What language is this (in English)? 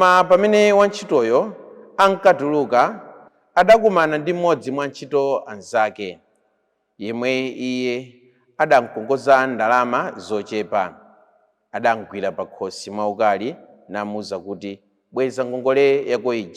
Nyanja